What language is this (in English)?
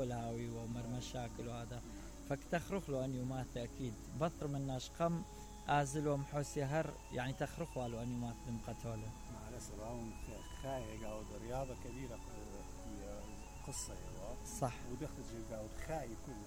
Mesopotamian Arabic